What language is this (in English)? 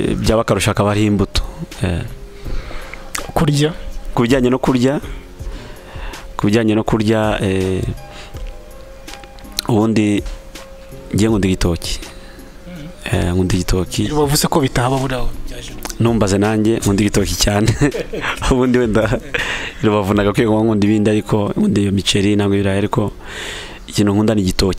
Kinyarwanda